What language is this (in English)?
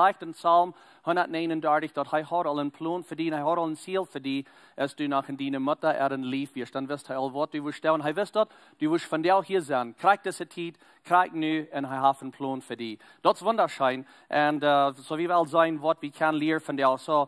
Plautdietsch